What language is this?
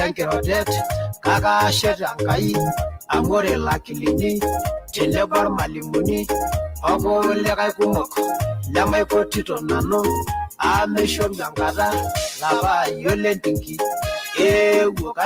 Masai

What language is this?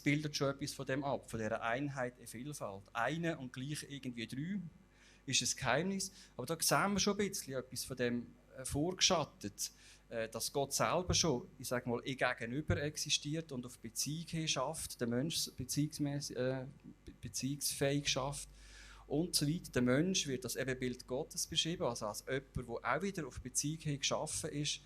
Swiss German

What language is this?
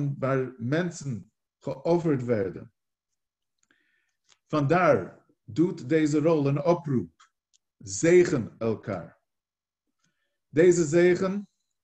Dutch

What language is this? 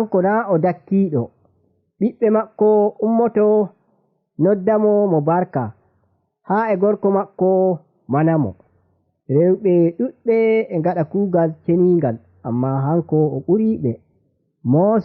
Nigerian Fulfulde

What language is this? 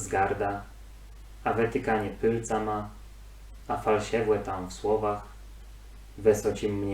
Kashubian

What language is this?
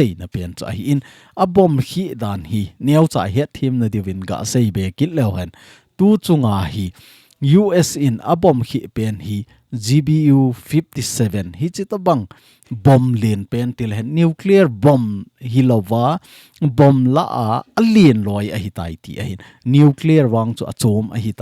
Thado Chin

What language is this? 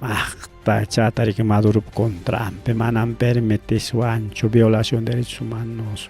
Ayacucho Quechua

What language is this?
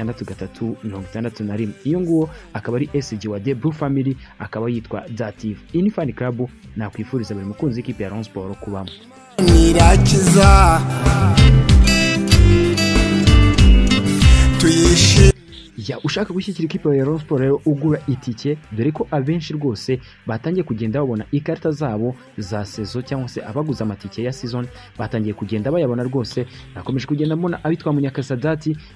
Kinyarwanda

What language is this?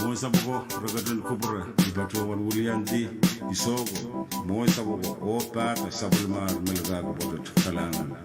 Pohnpeian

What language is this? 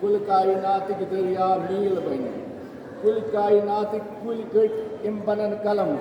Kashmiri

